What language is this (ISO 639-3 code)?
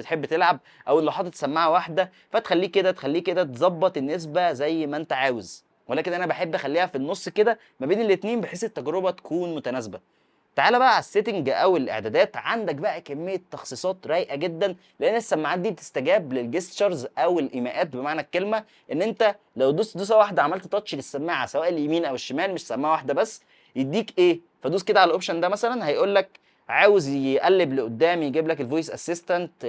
arz